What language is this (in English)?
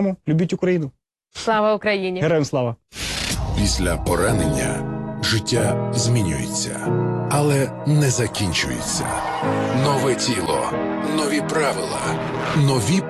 Ukrainian